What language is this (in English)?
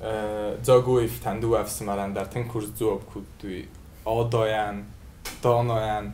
Ossetic